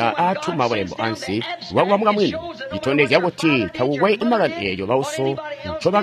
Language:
Tonga (Zambia)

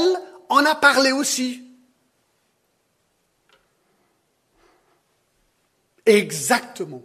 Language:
French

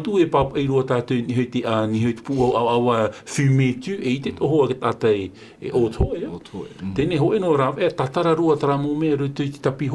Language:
Tahitian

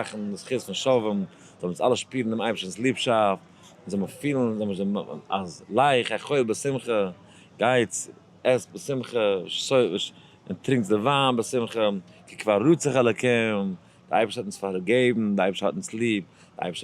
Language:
Yiddish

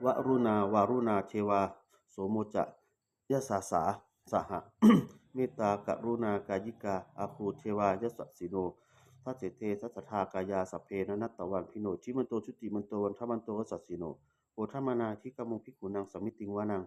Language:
Pali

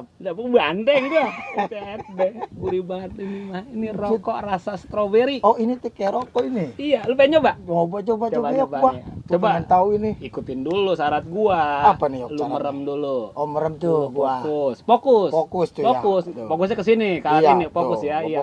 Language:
Betawi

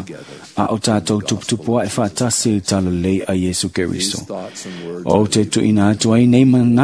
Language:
Samoan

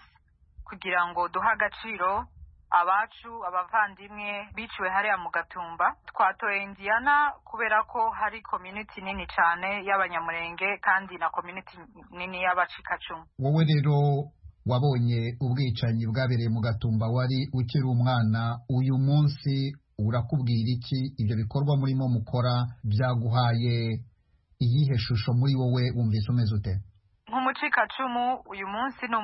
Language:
Kinyarwanda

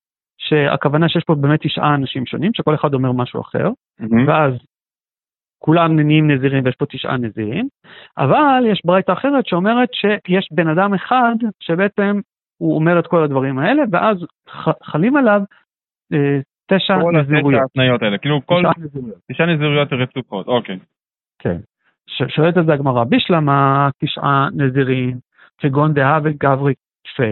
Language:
Hebrew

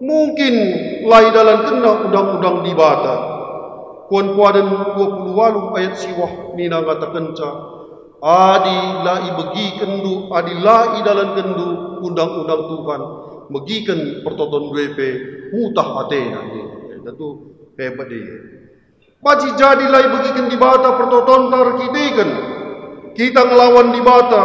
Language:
Batak Karo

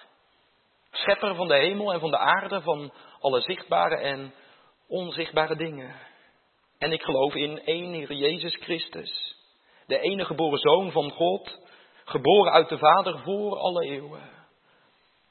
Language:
Dutch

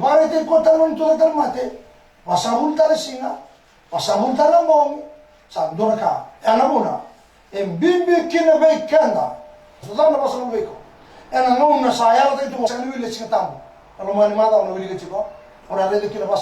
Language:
Fijian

